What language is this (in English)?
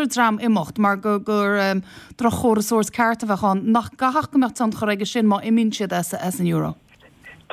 Irish